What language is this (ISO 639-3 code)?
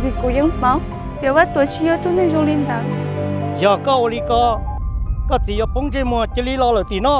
hmn